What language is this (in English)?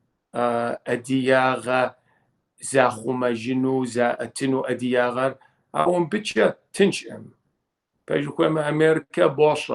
Kabardian